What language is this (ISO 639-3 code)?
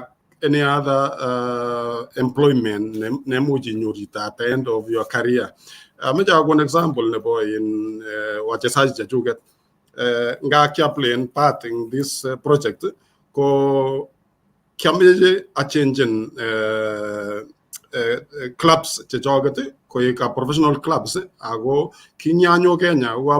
kln